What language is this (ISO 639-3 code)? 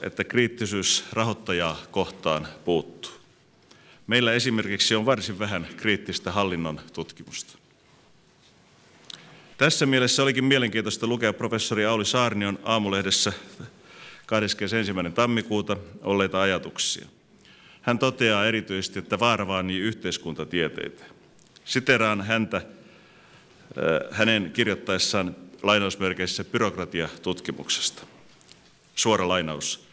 fin